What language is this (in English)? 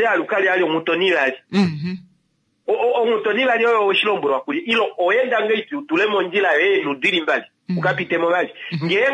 Kuanyama